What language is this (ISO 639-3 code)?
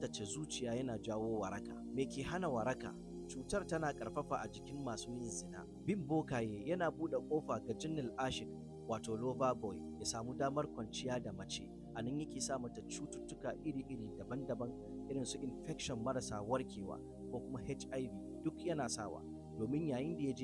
hau